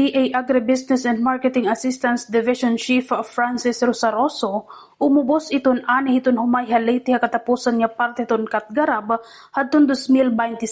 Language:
Waray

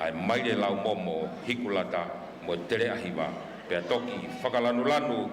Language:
Tongan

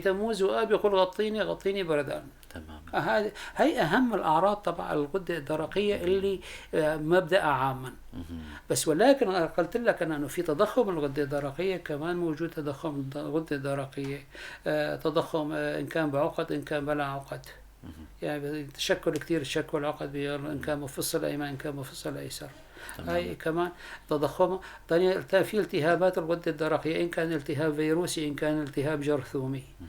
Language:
North Levantine Arabic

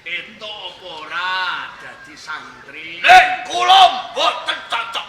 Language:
Javanese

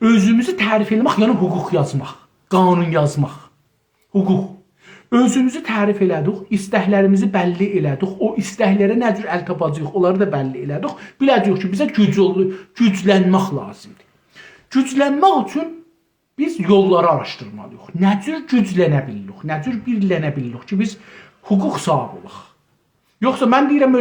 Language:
South Azerbaijani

